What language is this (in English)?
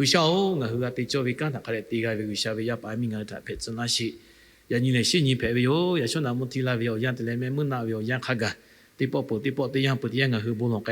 Lahu